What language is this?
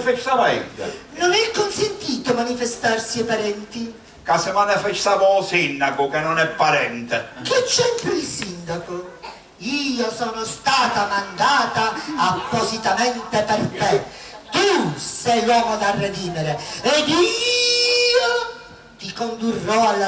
Sicilian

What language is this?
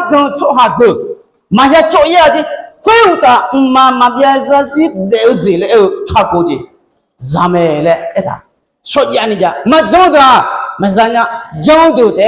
Akha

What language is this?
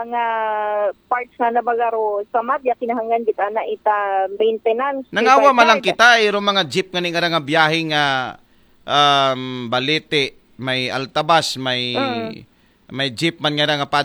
Aklanon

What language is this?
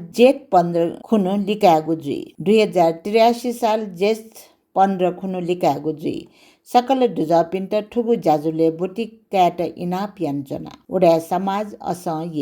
Newari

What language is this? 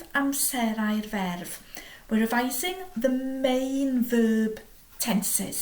Welsh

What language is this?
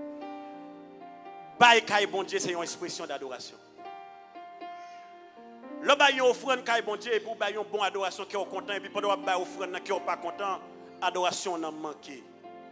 Haitian Creole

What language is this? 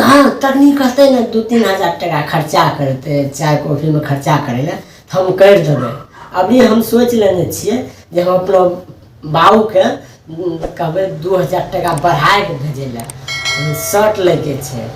Maithili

